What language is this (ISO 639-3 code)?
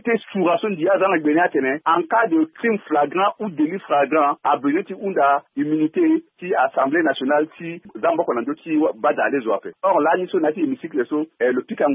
sag